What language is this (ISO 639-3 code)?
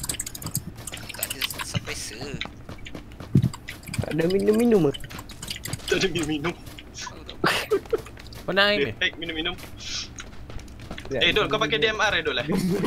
msa